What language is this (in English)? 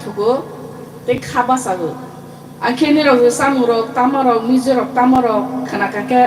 Kok Borok